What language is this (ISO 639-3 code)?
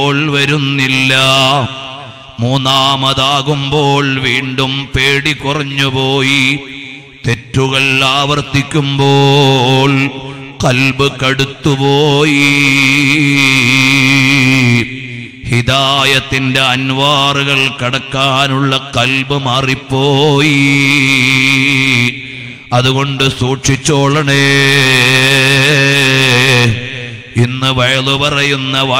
mal